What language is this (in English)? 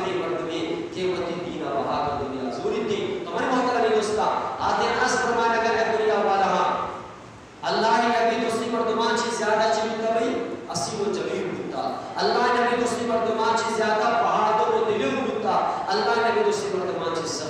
Eastern Balochi